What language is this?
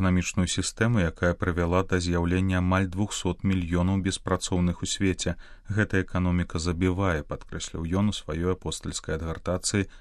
Belarusian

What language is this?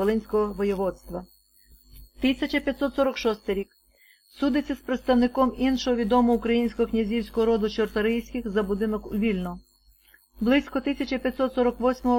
Ukrainian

